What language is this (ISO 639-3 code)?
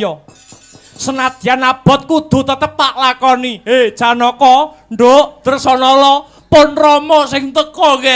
jav